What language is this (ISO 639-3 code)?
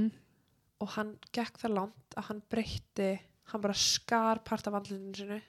isl